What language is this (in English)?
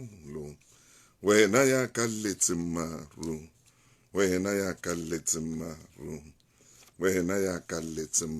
Southern Sotho